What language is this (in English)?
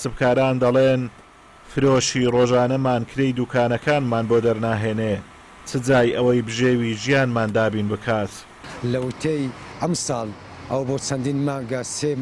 Central Kurdish